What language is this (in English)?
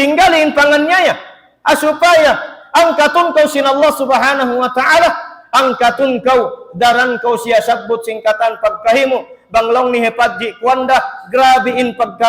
Tausug